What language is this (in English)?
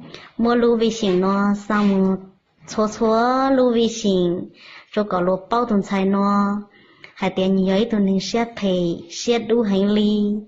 Hmong